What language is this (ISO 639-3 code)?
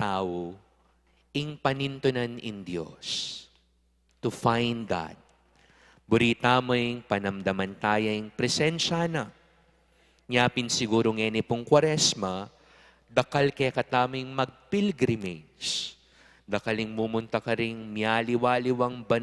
pam